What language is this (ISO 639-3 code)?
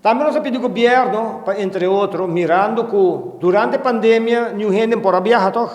pap